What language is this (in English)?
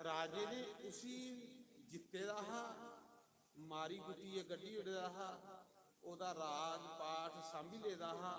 Dogri